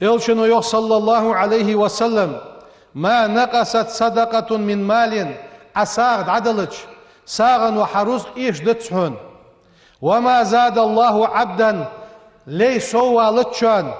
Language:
Ingush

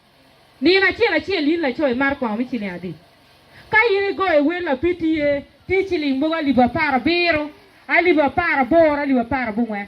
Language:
Acoli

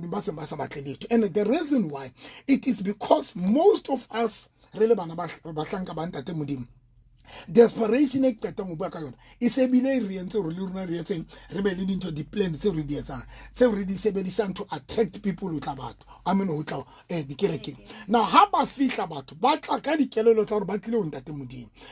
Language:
Southern Sotho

